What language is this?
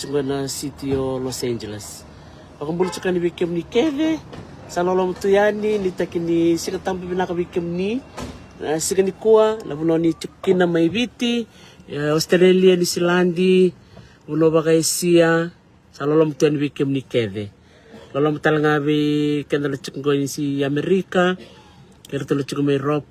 Fijian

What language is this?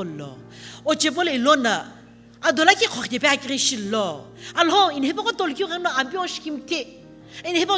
Sumi Naga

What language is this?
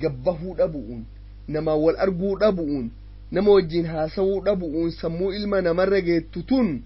Oromo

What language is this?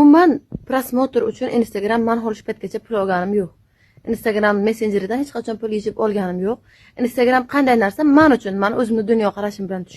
Uzbek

